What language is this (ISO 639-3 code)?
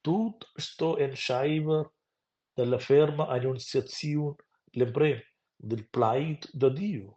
roh